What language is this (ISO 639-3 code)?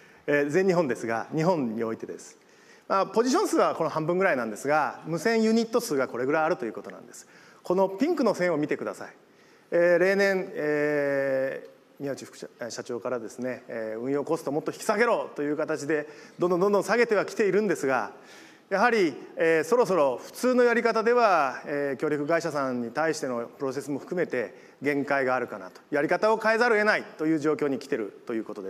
jpn